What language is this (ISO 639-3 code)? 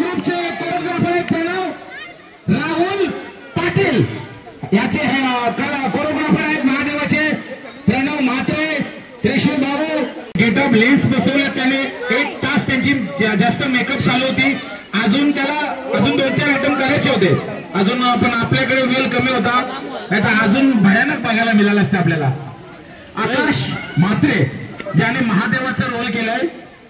mar